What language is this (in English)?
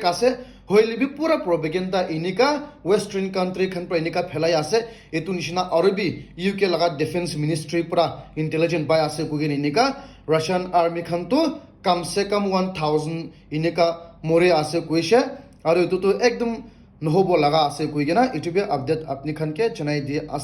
Naga Pidgin